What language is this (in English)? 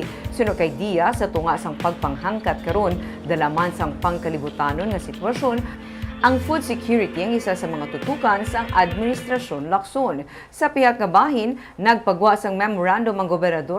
Hiligaynon